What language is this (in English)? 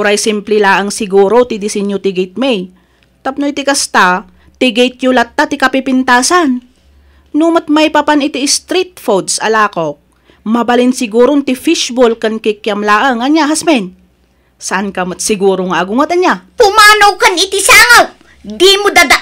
Iloko